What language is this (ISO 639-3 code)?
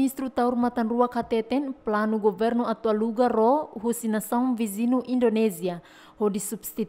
tet